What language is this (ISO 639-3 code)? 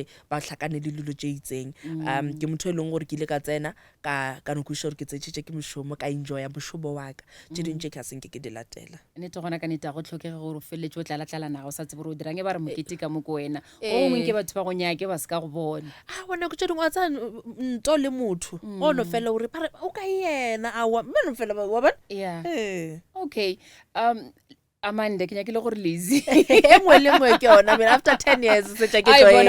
nso